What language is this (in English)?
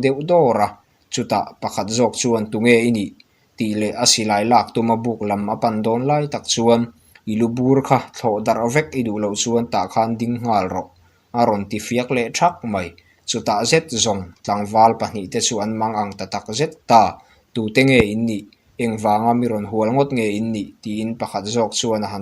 Mizo